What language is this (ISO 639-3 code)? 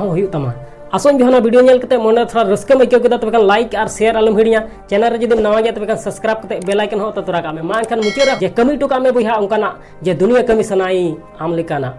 sat